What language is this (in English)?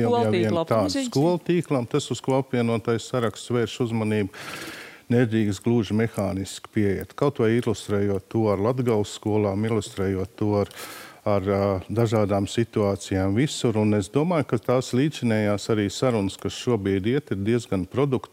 Latvian